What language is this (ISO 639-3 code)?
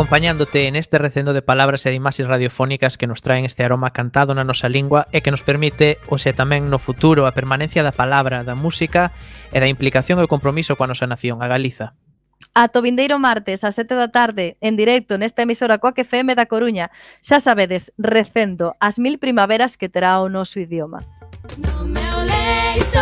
glg